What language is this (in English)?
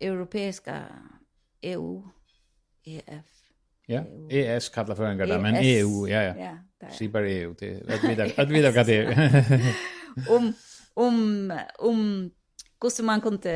Faroese